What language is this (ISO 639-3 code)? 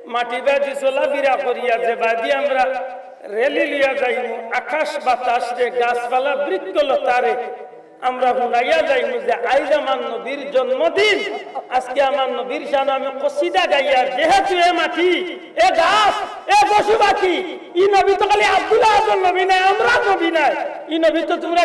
syl